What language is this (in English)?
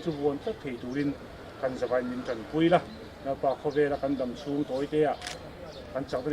Mizo